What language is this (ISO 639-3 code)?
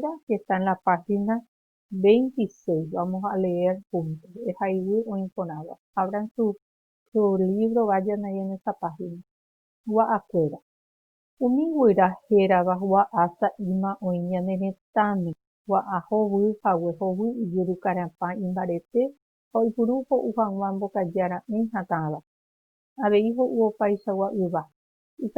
grn